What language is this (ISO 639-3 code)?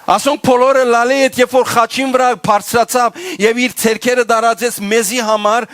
hyw